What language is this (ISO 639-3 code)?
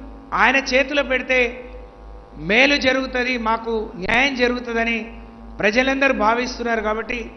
tel